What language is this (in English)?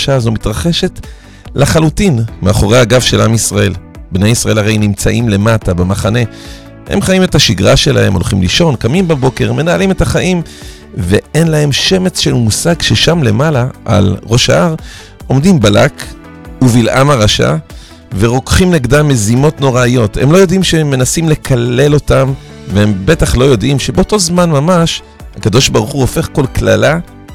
Hebrew